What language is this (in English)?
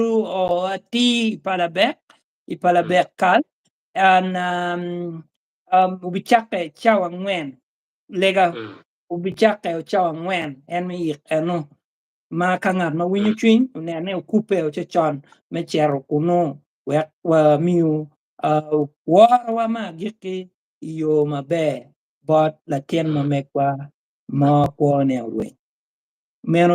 Acoli